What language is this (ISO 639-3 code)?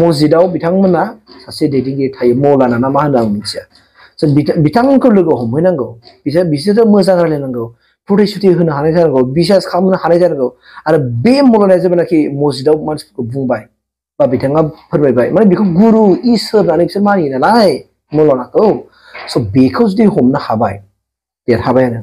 brx